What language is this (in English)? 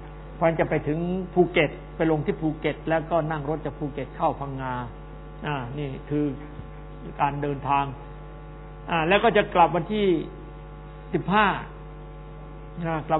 Thai